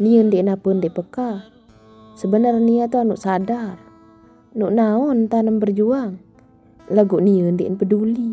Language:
Sasak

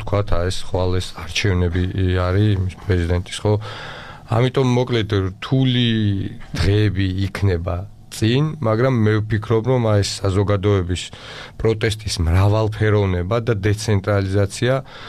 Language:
Georgian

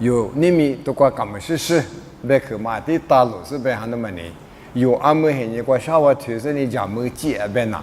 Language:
Lisu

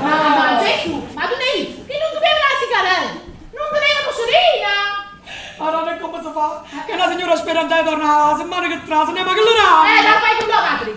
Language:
Neapolitan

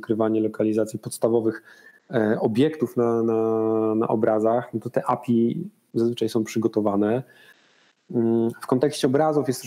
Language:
Polish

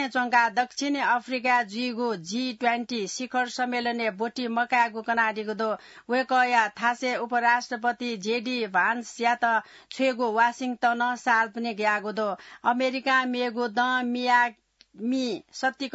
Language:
Newari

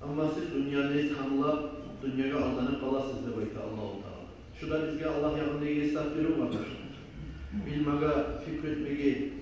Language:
Kumyk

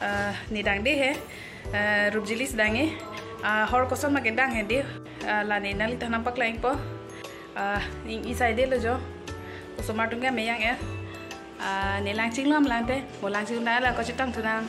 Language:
Karbi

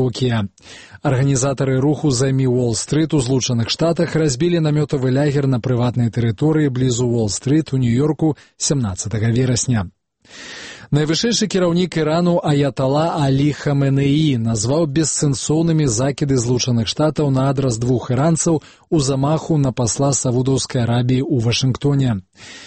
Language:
Belarusian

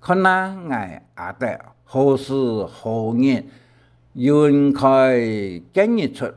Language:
Hakka Chinese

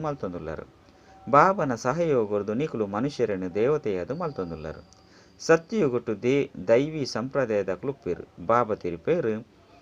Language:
Tulu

